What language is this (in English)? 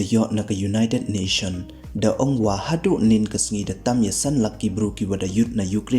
Pnar